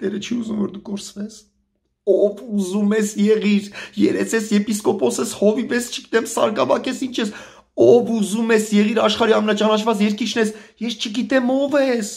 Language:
Armenian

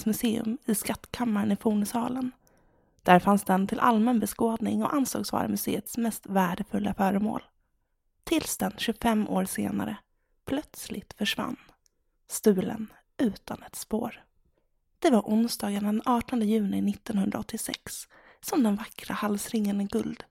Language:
Swedish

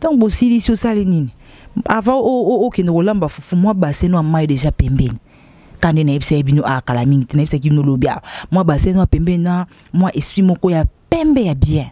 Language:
Lingala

